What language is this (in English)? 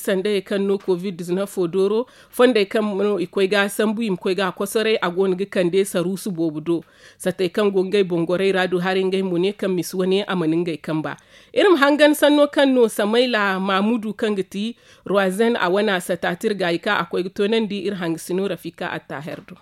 Zarma